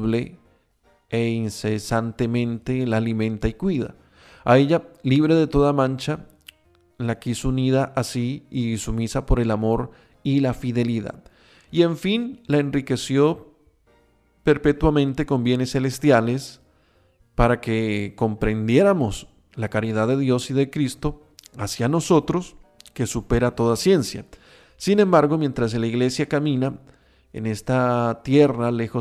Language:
Spanish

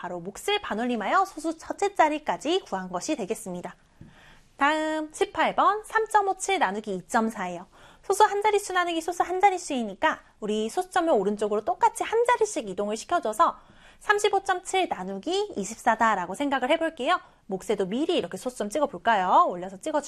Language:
Korean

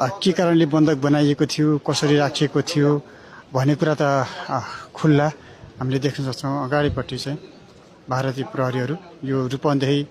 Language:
Nepali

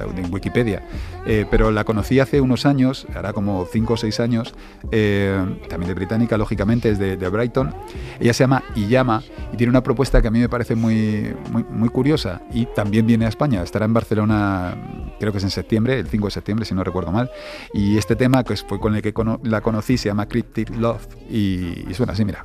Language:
Spanish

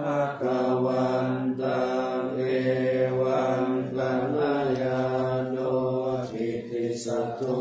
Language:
Pali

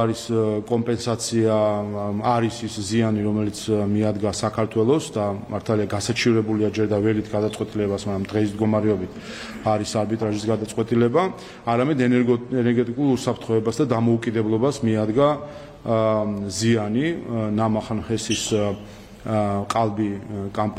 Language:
Georgian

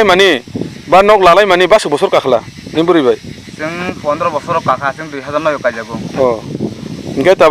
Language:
Kok Borok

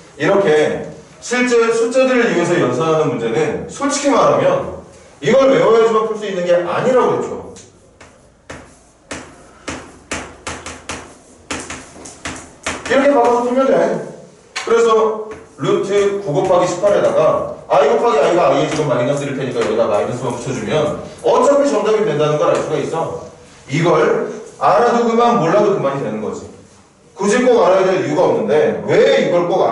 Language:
Korean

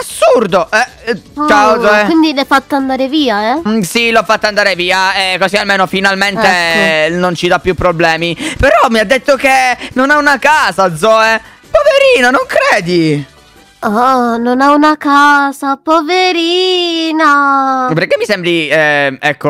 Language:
Italian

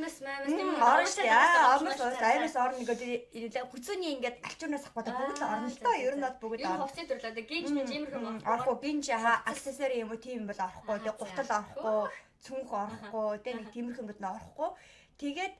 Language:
Mongolian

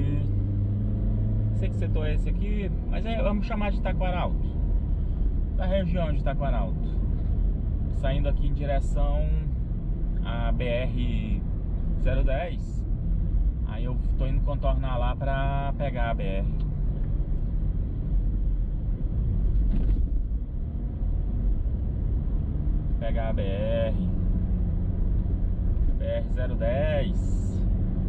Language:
Portuguese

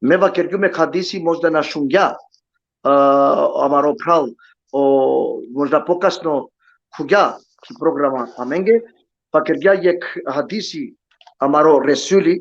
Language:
Balkan Romani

